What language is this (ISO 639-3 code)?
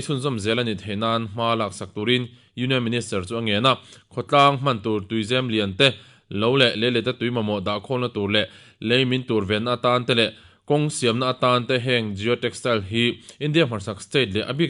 lus